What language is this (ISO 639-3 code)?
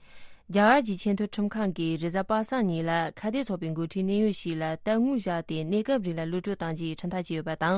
bod